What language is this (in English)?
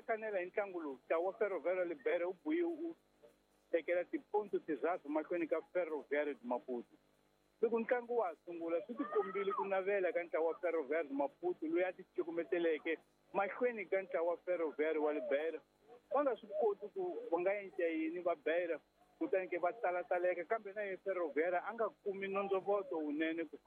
Tsonga